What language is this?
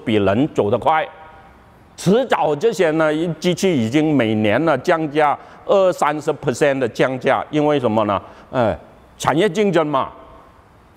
Chinese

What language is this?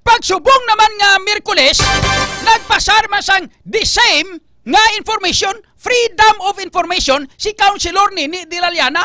Hiligaynon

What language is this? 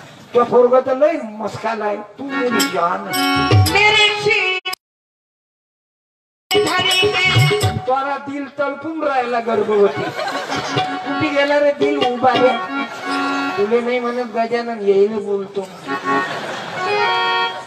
Marathi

